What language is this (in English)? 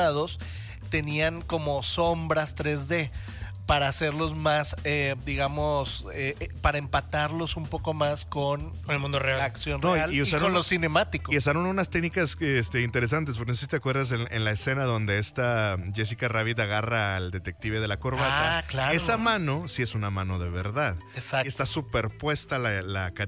Spanish